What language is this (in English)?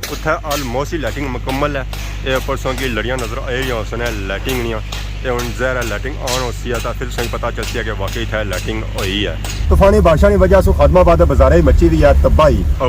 Pahari-Potwari